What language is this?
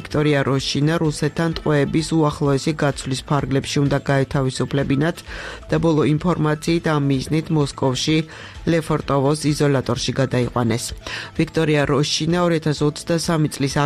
Georgian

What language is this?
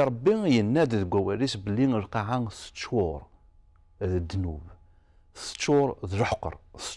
Kabyle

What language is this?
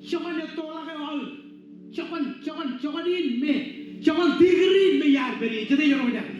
Marshallese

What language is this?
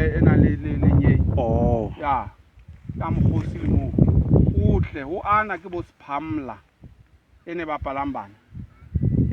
Southern Sotho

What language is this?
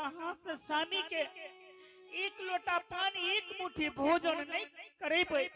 Angika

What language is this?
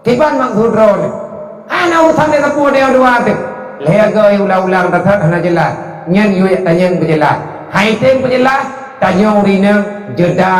Achinese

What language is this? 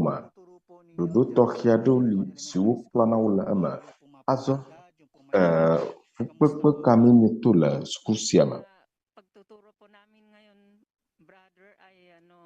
Ewe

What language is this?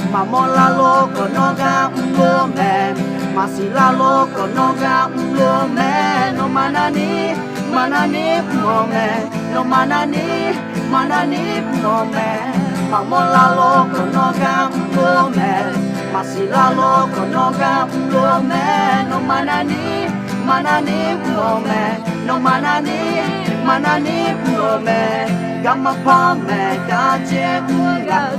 Akha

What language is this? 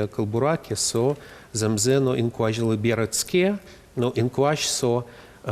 Udmurt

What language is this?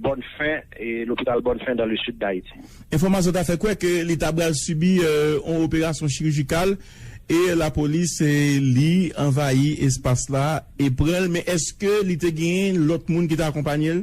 Haitian Creole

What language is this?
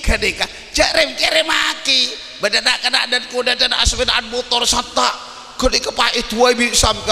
Madurese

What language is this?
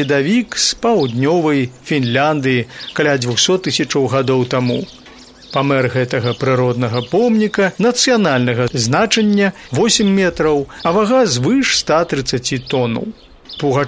Belarusian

